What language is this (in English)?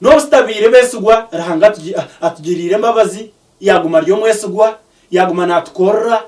Nyankole